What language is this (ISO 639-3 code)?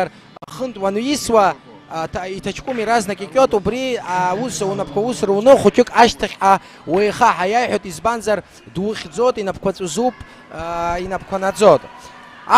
abk